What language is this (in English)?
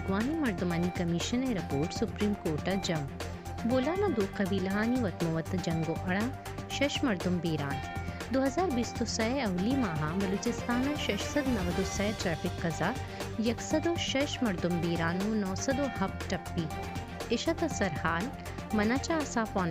Baluchi